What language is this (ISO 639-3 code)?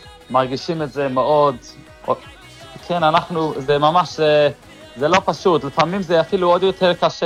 heb